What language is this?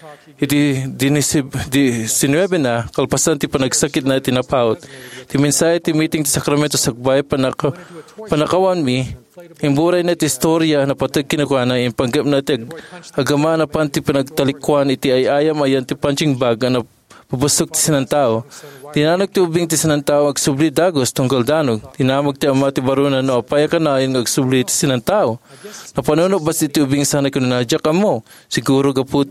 Iloko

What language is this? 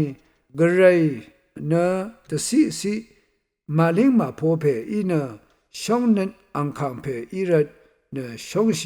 Rawang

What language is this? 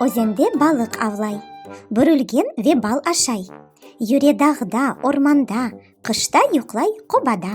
Crimean Tatar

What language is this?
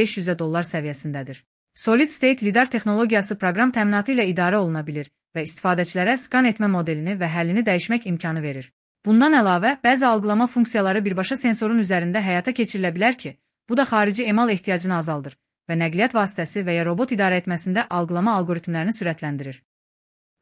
Azerbaijani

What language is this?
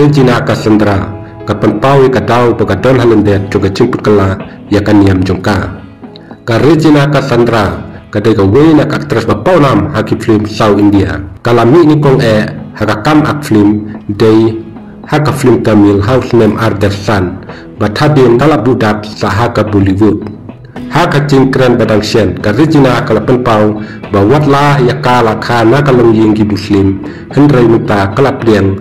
Khasi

